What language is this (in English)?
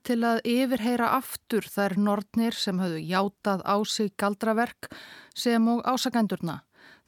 Icelandic